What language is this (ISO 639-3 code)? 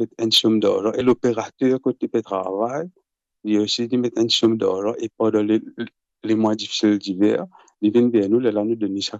mfe